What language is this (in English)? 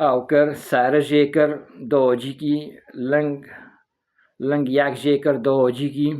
Kurdish